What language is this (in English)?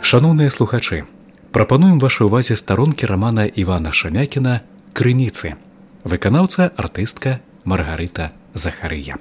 Belarusian